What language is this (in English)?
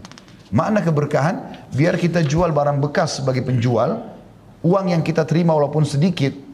Indonesian